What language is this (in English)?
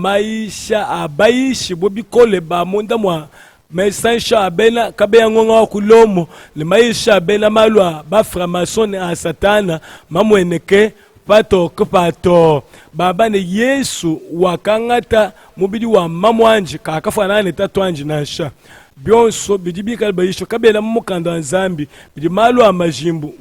Luba-Lulua